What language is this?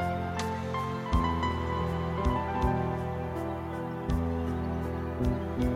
Hebrew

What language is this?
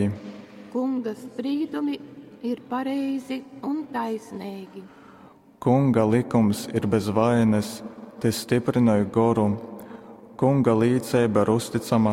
Latgalian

